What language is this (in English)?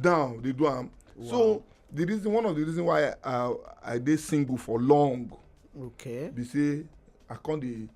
Nigerian Pidgin